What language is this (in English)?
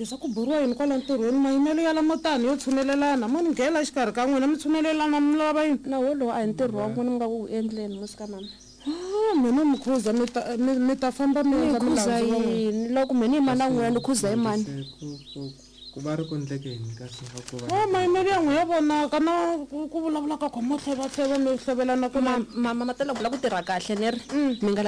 Tsonga